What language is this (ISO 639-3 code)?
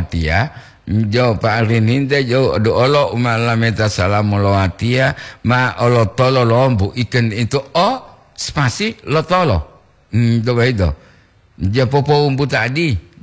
gor